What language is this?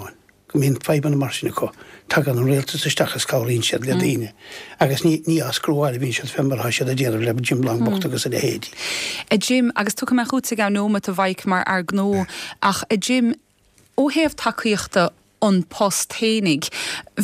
Irish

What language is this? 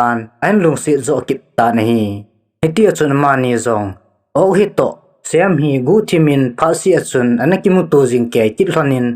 Thado Chin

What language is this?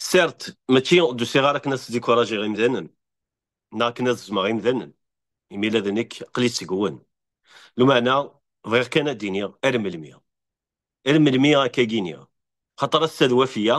Kabyle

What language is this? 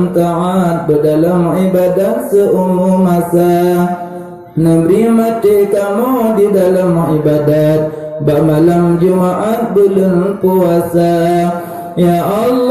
Achinese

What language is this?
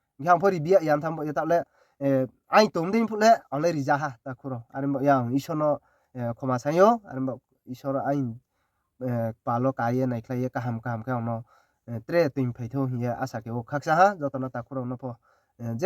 Riang (India)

